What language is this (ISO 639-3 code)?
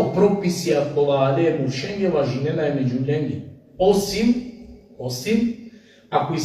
rmn